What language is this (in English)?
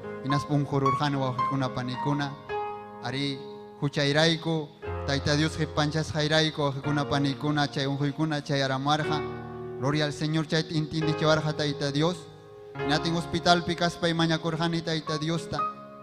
Ayacucho Quechua